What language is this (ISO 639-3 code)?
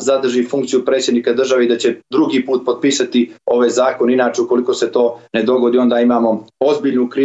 srp